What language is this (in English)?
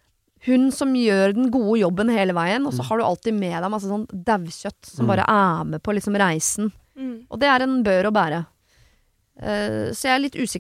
Norwegian